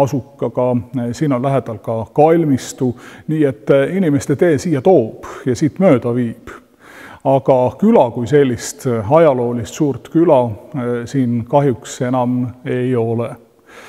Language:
Estonian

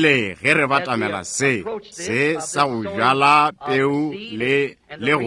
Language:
Northern Sotho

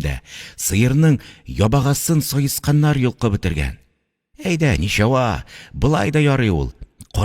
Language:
Tatar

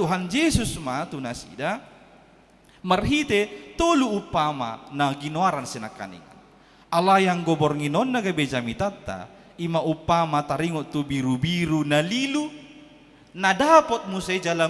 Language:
Batak Toba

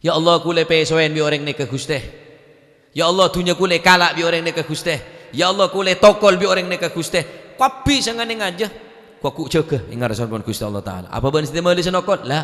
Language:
Madurese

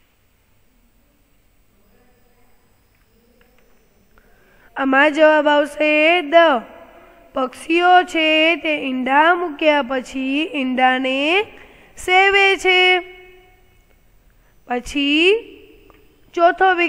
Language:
Gujarati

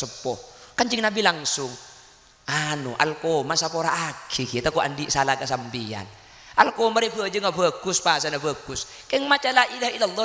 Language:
Madurese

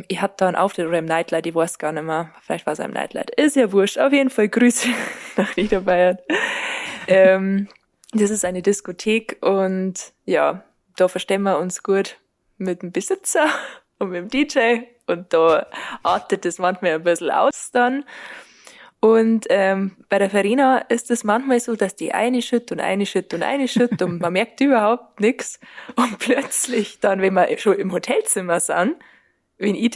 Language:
Bavarian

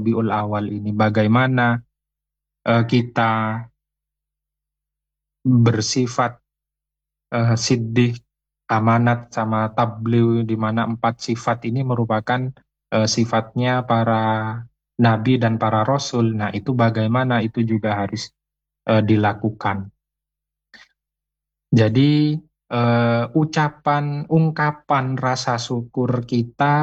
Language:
Indonesian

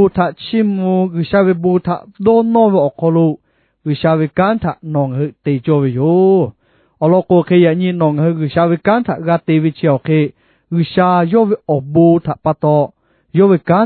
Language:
Lahu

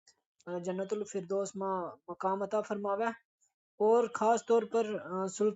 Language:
Gujari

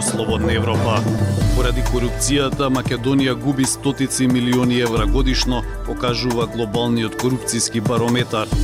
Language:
Macedonian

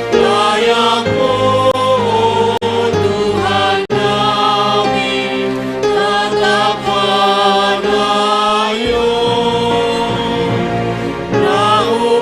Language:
Batak Simalungun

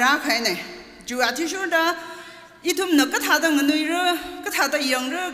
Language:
Tangkhul Naga (India)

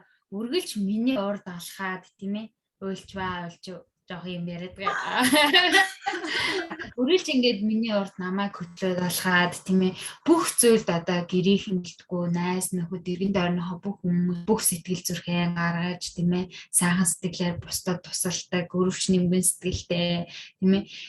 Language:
Mongolian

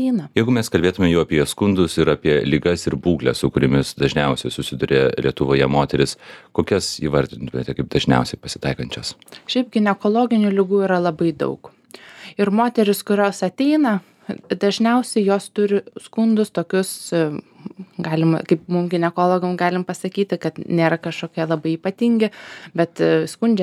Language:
Lithuanian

